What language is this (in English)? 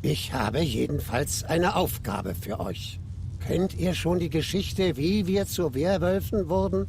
Swiss German